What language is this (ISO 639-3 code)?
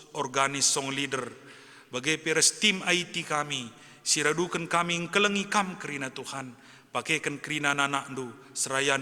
btx